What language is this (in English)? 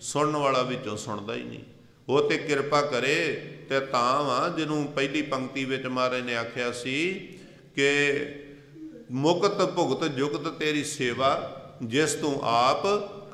Punjabi